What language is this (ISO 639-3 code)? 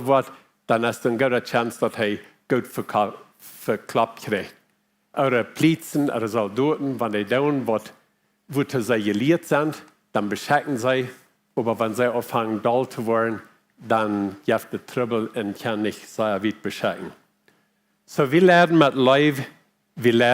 pdt